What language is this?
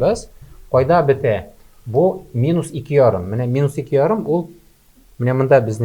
Tatar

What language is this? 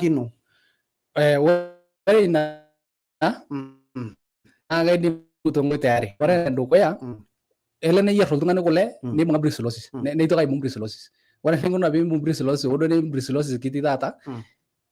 Masai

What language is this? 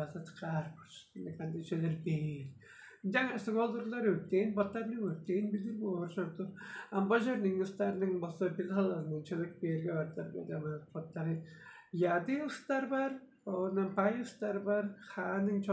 Tuvinian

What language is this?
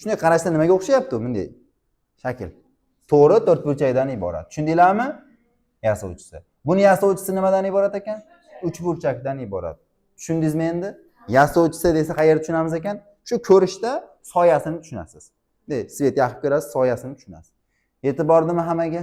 Uzbek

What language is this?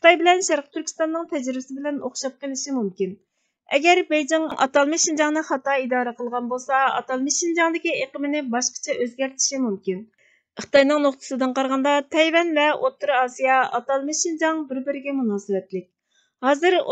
Uyghur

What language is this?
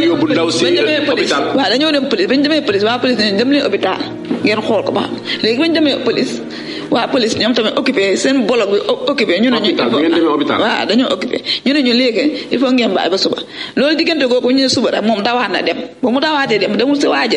Wolof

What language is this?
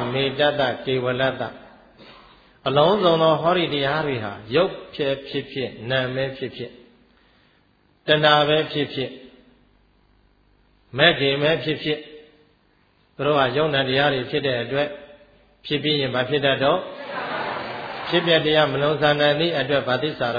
Burmese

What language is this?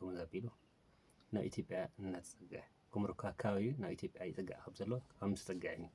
Tigrinya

